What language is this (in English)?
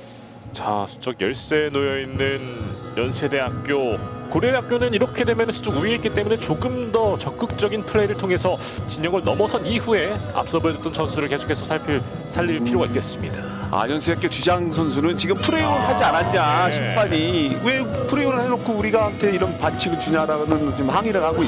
Korean